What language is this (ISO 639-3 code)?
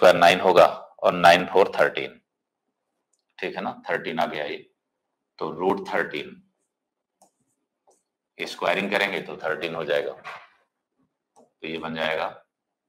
hin